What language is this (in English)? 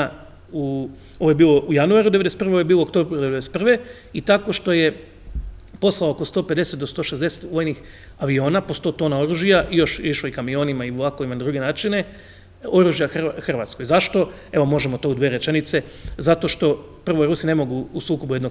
Croatian